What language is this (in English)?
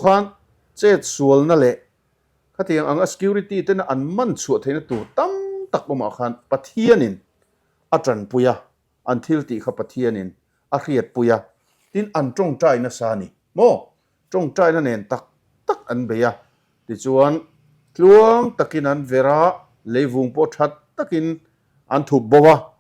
Mizo